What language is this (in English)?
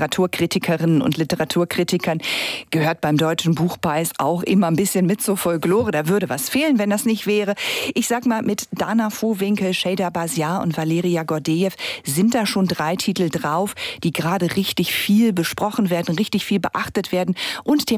German